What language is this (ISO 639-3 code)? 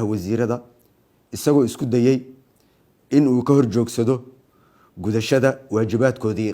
som